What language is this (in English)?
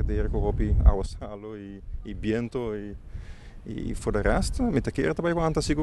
Papiamento